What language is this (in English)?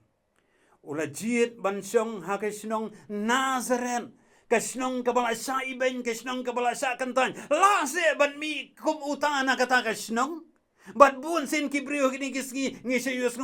Khasi